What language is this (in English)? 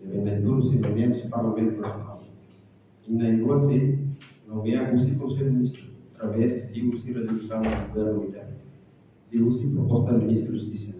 Tetum